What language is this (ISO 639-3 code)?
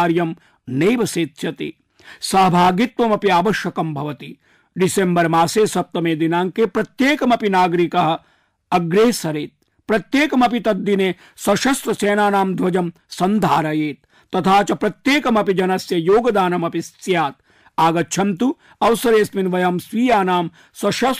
san